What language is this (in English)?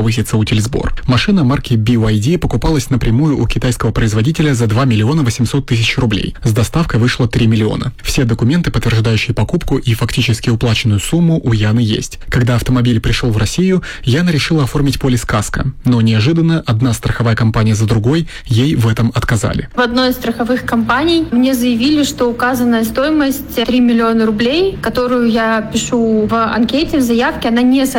Russian